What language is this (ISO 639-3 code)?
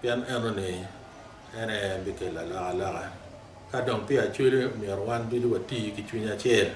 ach